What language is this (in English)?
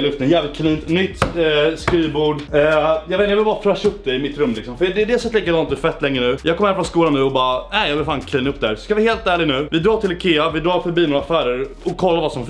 Swedish